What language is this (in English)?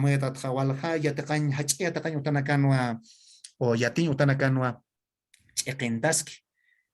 Aymara